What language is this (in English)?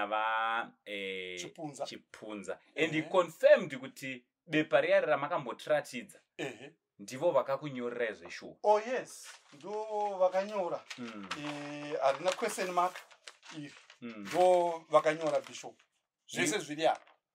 Shona